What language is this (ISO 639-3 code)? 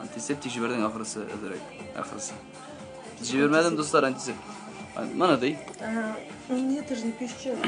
tat